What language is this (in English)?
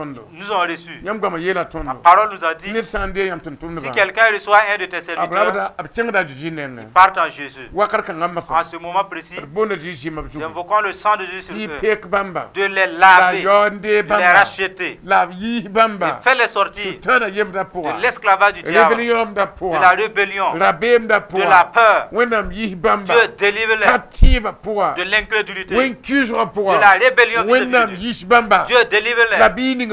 Mossi